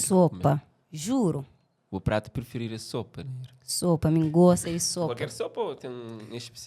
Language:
Kabuverdianu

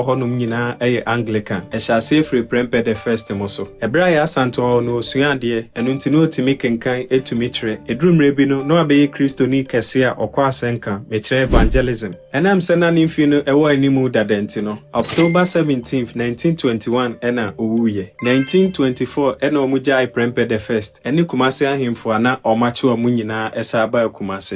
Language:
Akan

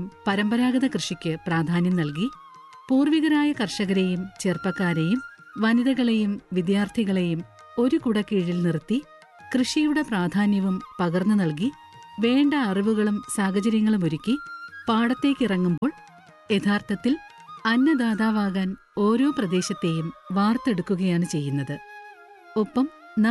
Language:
Malayalam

